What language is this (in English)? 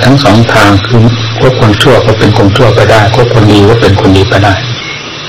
Thai